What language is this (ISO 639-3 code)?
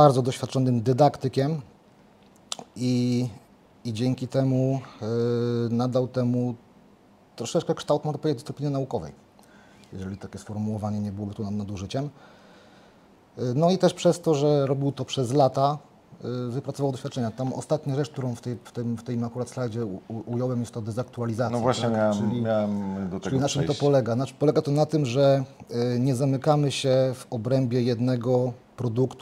pol